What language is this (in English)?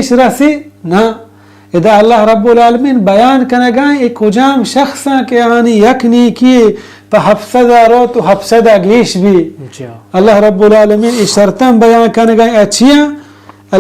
Baluchi